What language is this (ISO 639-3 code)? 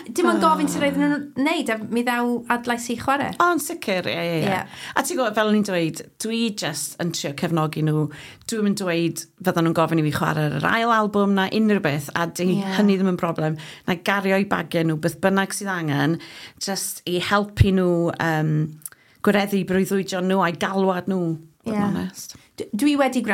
cym